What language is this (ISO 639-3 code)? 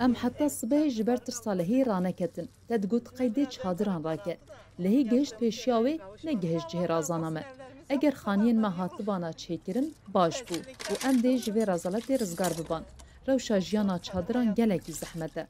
kur